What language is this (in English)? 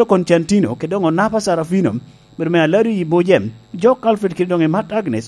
Lango (Uganda)